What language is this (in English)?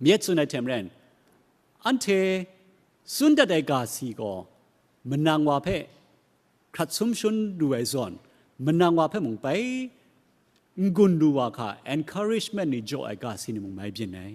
Kachin